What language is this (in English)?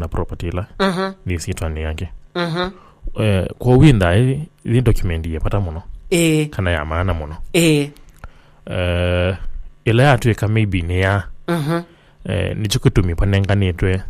Kamba